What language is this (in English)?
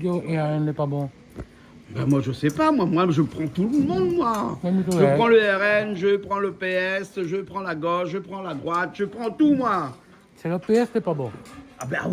Réunion Creole French